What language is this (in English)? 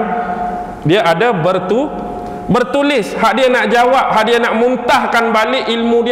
Malay